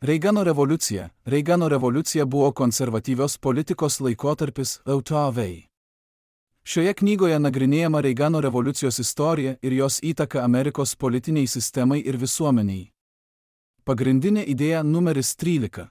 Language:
Lithuanian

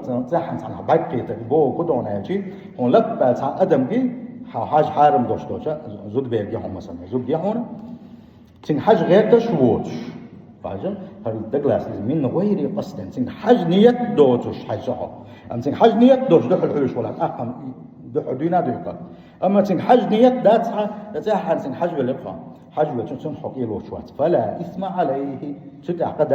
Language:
Chechen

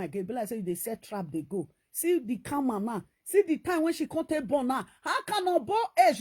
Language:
Nigerian Pidgin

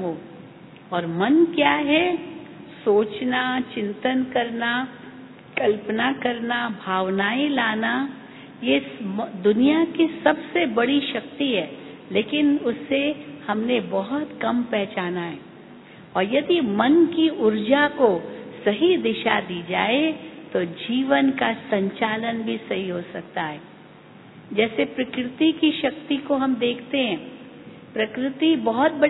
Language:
Hindi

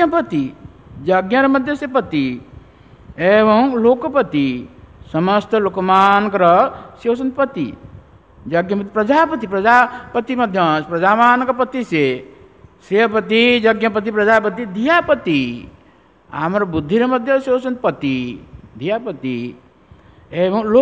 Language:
Odia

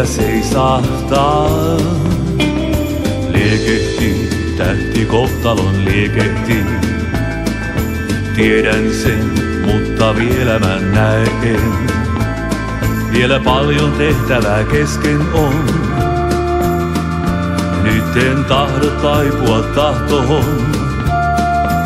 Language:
Finnish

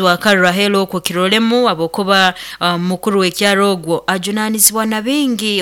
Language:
Nyoro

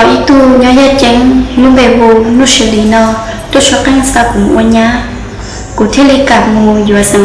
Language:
Hmong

